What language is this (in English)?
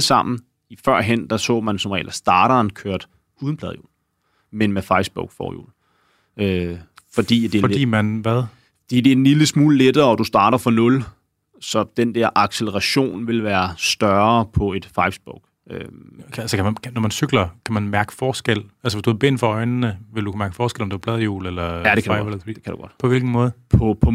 Danish